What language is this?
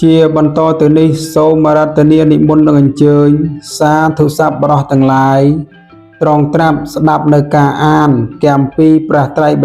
Khmer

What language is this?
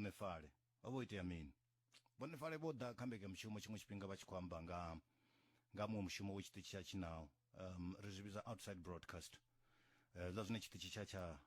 Venda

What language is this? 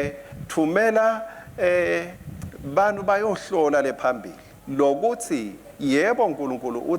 Swati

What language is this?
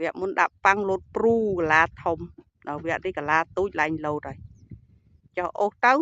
Khmer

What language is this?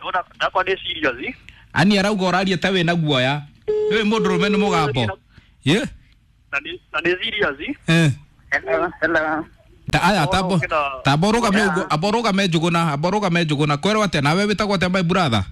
Kikuyu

